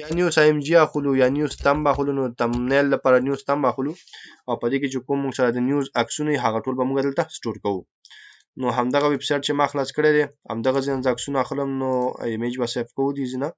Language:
Pashto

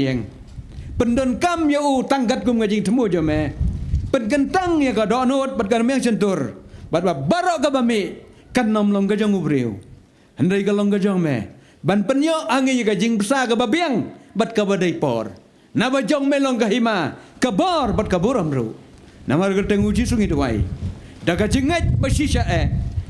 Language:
Khasi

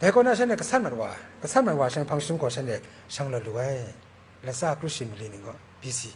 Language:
Kachin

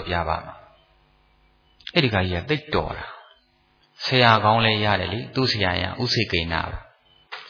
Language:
Burmese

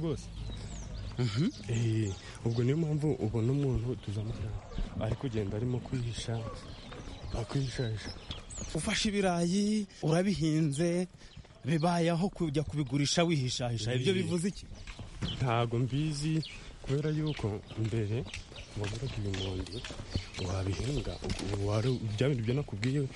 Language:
Kinyarwanda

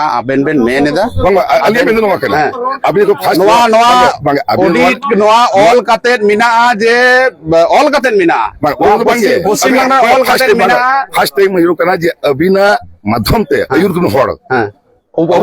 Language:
Santali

